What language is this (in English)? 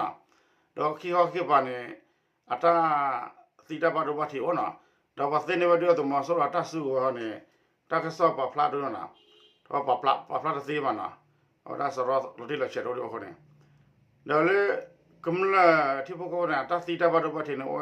S'gaw Karen